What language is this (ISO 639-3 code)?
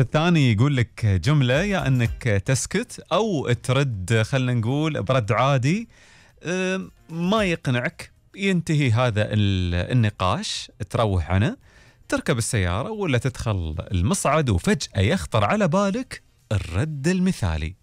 afb